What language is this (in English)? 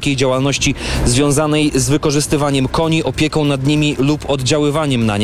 Polish